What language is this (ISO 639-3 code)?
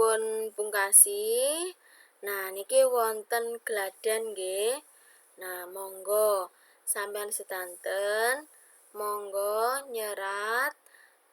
jav